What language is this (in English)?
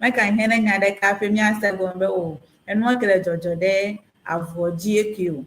Ewe